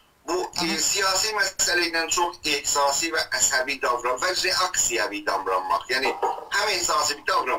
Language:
South Azerbaijani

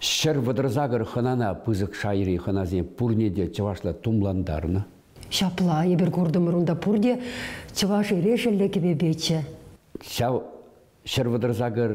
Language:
Chuvash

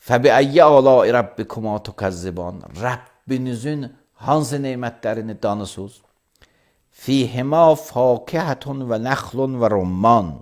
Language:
Azerbaijani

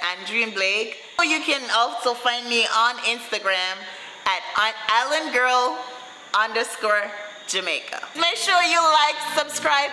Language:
Jamaican Creole English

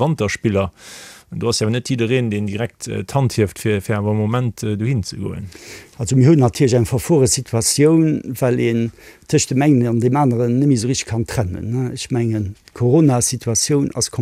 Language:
Luxembourgish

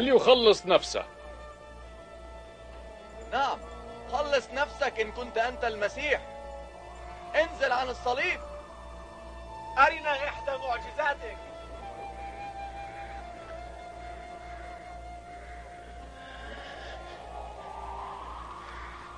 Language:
Arabic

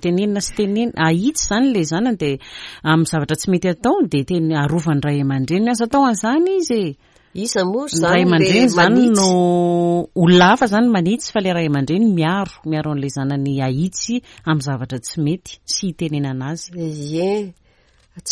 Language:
Malagasy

